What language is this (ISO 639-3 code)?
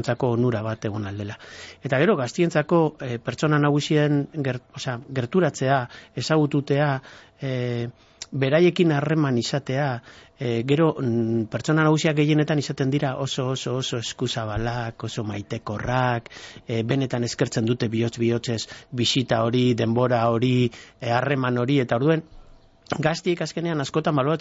eus